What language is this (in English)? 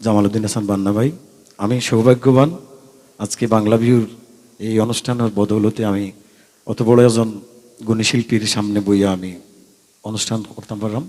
Sylheti